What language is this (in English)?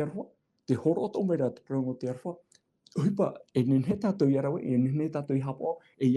Tahitian